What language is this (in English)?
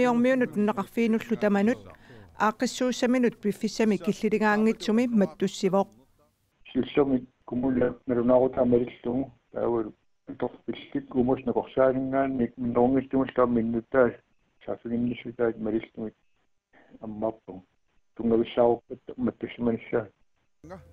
Kalaallisut